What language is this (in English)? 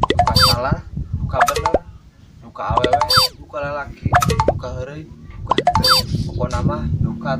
Sundanese